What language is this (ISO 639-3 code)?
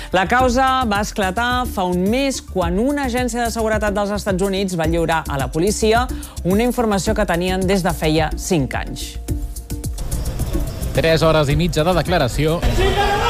cat